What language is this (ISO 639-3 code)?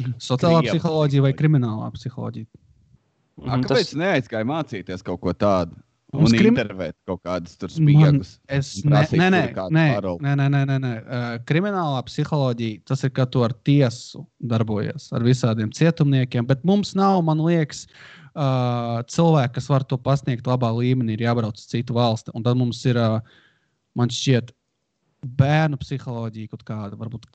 lav